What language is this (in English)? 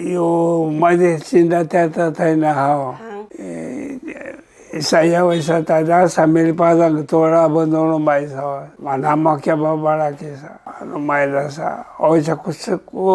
Sakizaya